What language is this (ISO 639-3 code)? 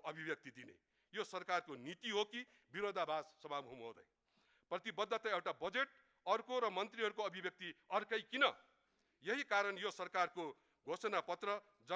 nep